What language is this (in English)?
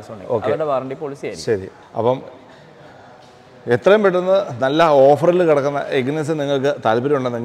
Malayalam